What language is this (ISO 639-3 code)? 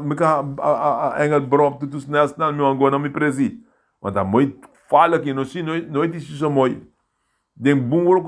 srn